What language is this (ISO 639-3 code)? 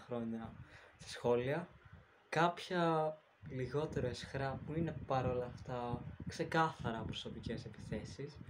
ell